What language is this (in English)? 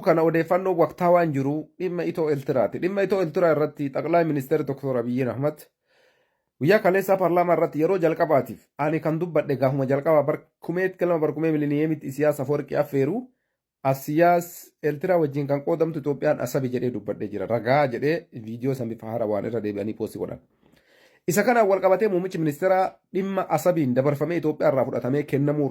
Oromo